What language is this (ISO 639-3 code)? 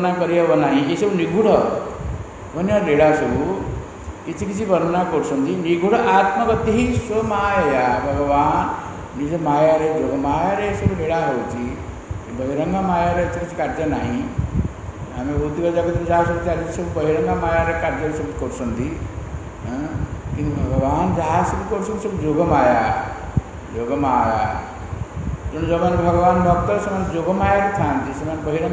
ori